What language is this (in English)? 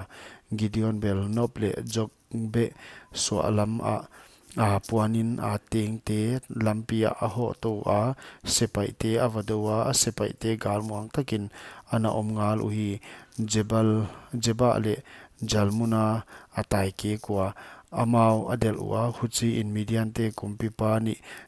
Paite Chin